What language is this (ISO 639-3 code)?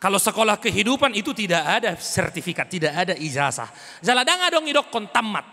bbc